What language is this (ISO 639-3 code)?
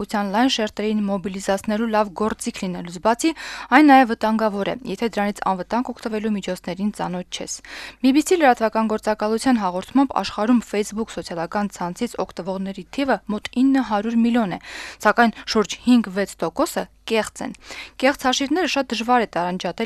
hye